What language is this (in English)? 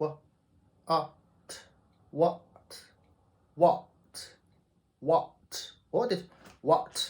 Tibetan